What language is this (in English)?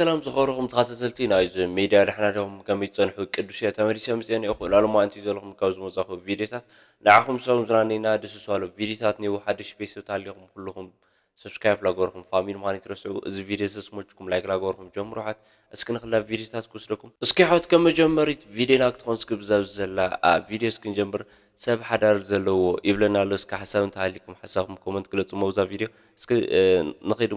Tigrinya